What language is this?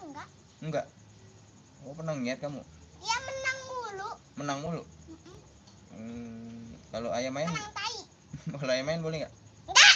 Betawi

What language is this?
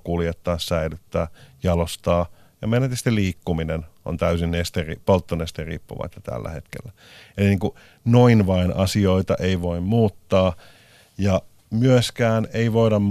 Finnish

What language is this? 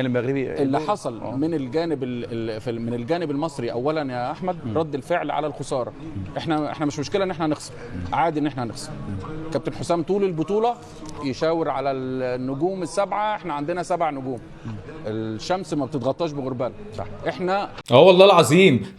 Egyptian Arabic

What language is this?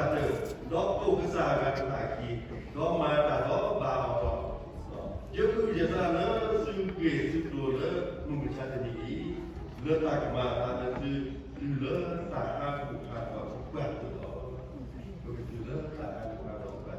S'gaw Karen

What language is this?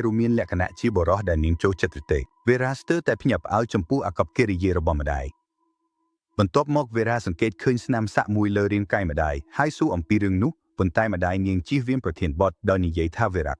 Khmer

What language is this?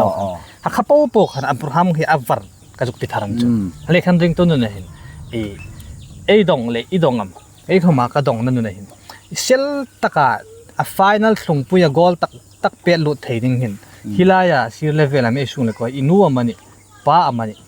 Hmar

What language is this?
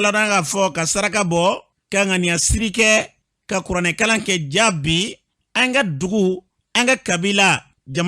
Bambara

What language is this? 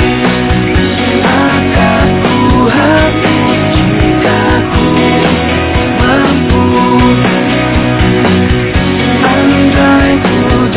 Indonesian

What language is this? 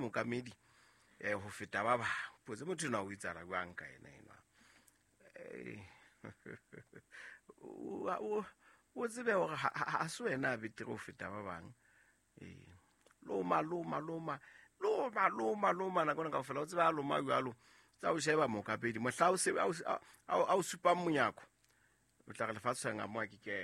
Southern Sotho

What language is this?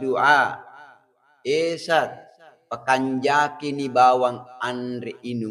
Buginese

